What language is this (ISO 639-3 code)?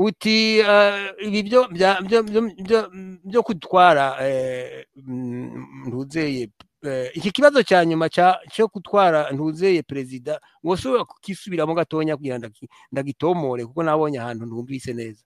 run